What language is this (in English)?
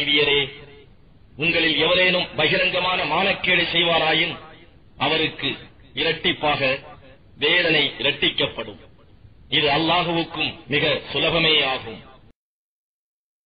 Tamil